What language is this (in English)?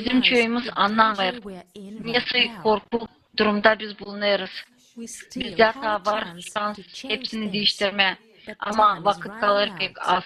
Gagauz